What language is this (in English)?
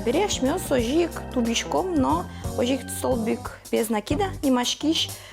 Udmurt